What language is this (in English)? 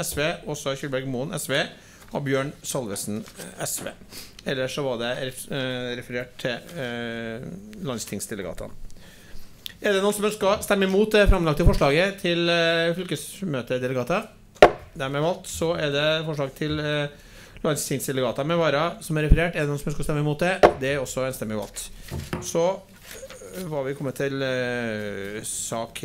Norwegian